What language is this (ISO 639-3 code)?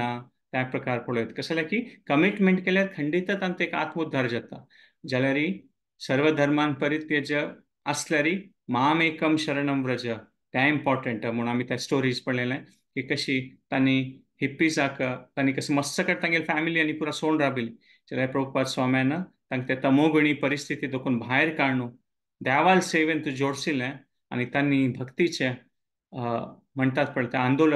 kok